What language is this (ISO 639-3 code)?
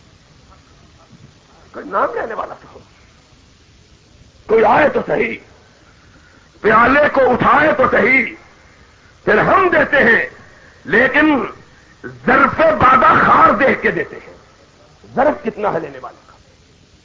urd